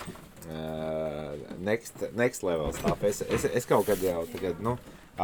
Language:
Latvian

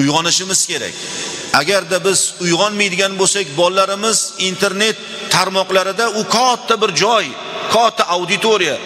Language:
Uzbek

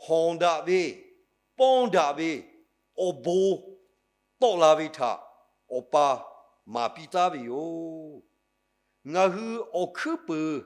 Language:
Lahu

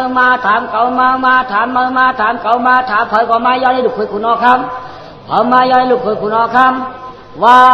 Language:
Shan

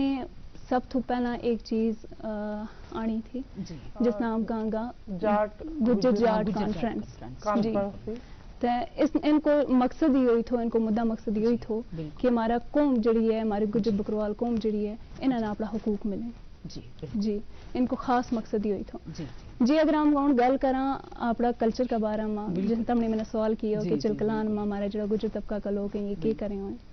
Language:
Gujari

